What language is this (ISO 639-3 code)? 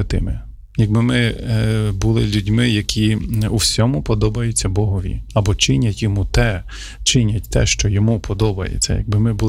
ukr